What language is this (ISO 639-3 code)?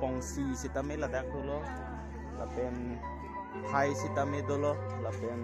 mjw